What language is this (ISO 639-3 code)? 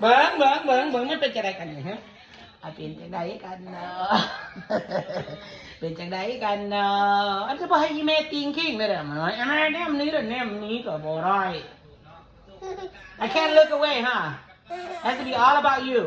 lao